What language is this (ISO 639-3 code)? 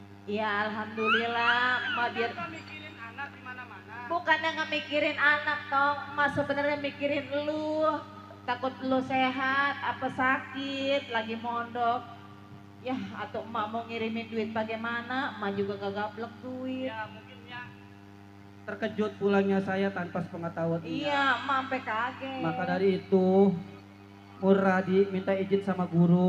bew